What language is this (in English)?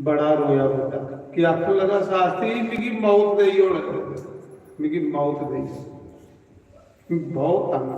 Dogri